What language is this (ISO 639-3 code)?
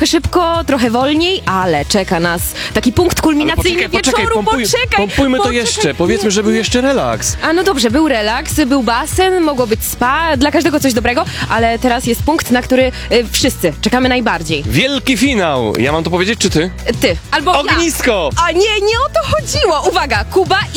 pol